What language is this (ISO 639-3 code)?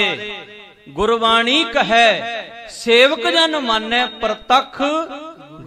pan